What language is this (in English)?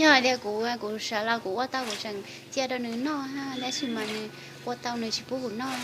Hmong